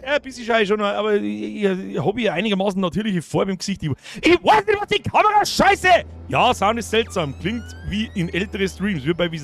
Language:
Bavarian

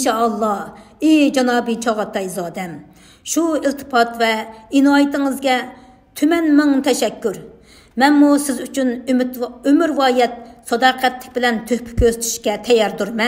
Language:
Uyghur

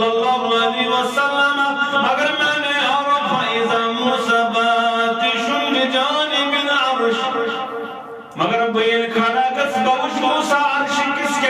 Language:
Kashmiri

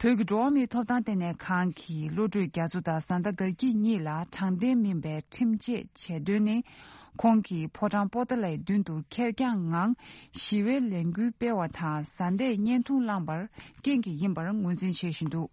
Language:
Tibetan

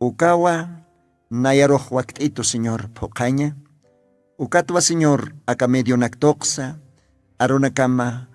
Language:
Aymara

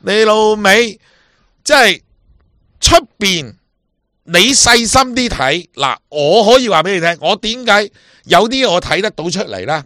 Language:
Cantonese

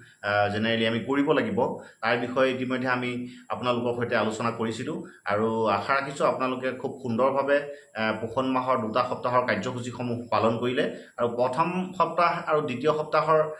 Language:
Assamese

